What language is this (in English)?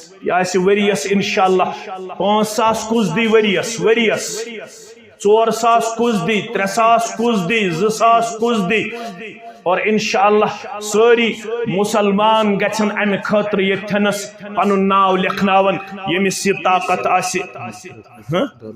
Kashmiri